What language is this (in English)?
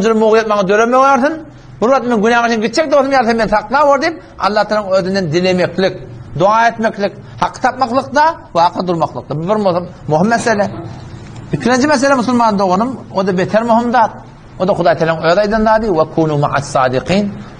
Turkmen